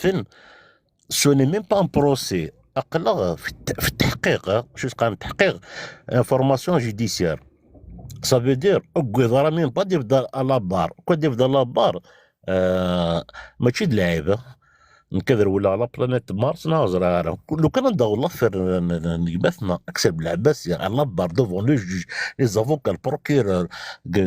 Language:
Kabyle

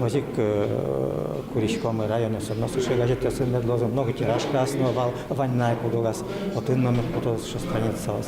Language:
Udmurt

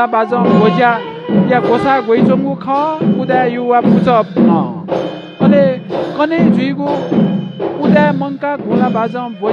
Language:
Newari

